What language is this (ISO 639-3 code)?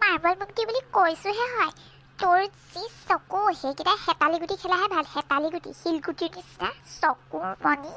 asm